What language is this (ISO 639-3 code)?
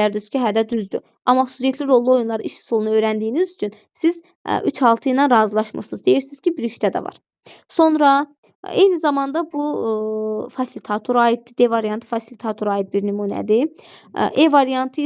aze